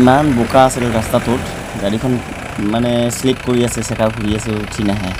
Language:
Assamese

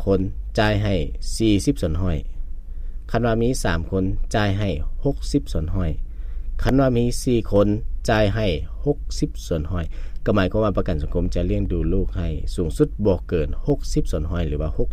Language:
Lao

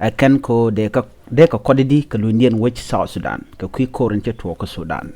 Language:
Nuer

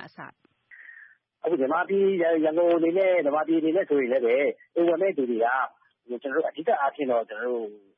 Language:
Burmese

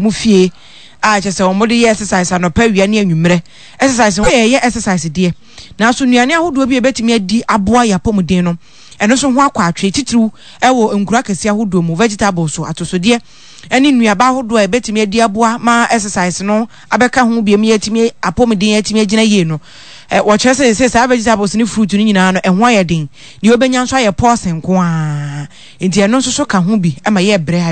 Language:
Akan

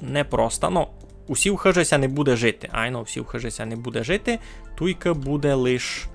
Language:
Rusyn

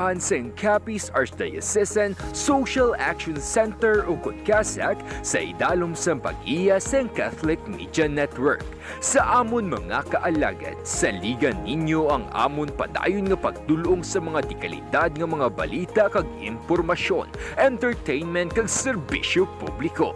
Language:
Hiligaynon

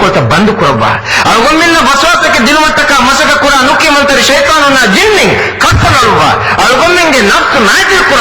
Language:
Divehi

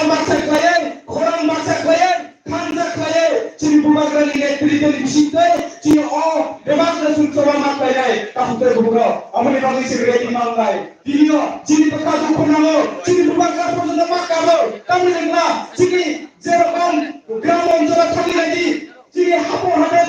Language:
Kok Borok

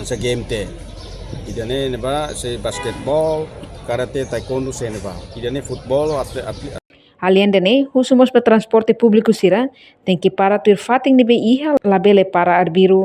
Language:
Tetum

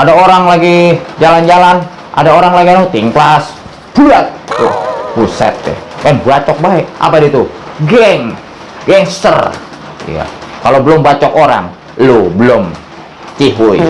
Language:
Betawi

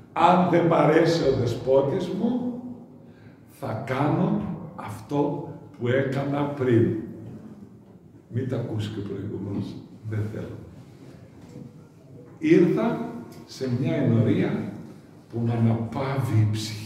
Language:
Greek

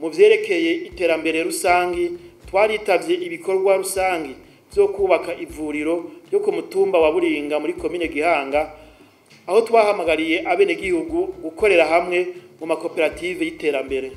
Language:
Rundi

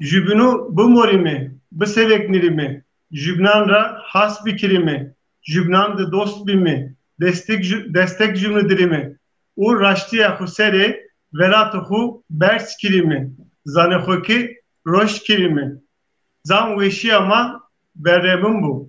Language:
Zaza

